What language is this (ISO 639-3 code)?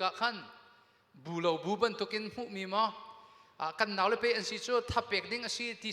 cnh